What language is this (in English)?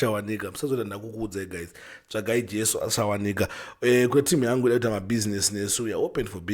Shona